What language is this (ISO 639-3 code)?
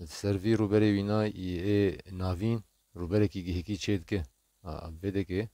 kur